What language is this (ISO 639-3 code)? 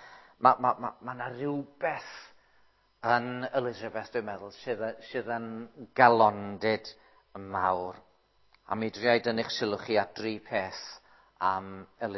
cym